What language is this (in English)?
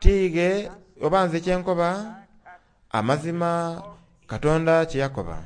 Soga